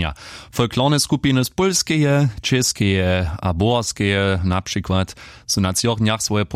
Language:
Upper Sorbian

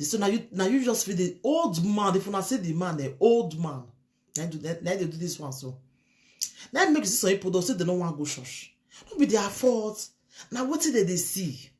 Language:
Nigerian Pidgin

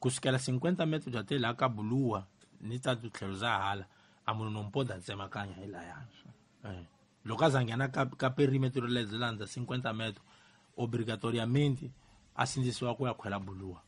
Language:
Tsonga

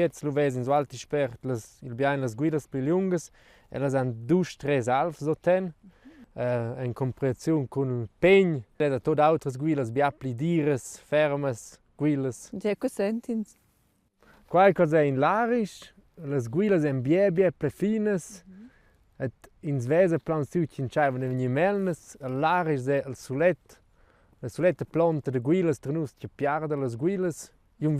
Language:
Romansh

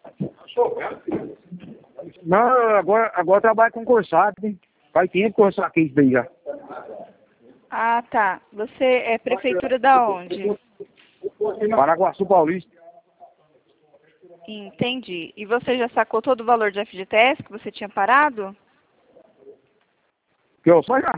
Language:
Portuguese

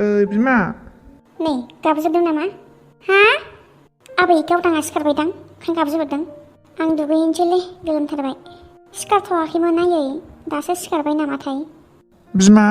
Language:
Bodo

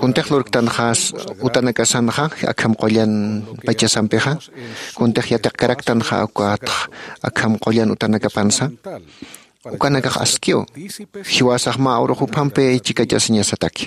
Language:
Aymara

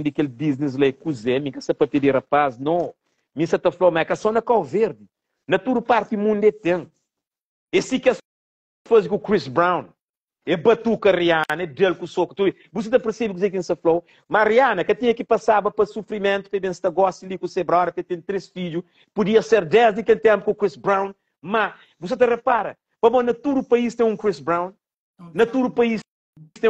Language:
Kabuverdianu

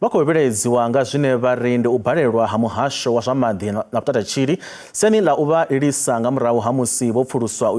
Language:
Venda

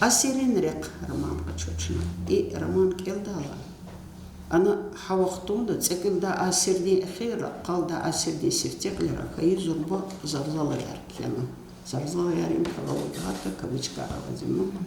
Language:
Lezghian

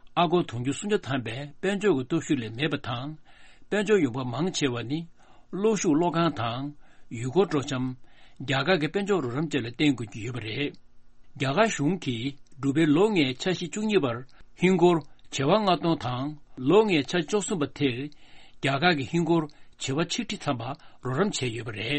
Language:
Tibetan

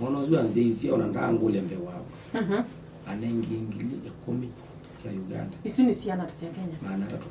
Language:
Kamba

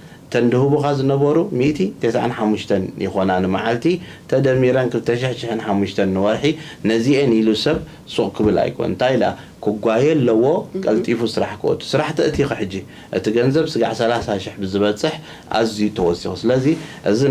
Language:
Tigrinya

